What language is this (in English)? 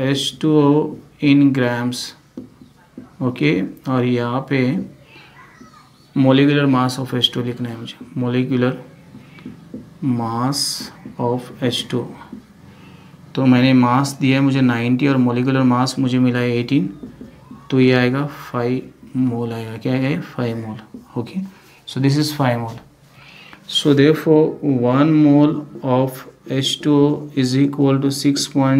Hindi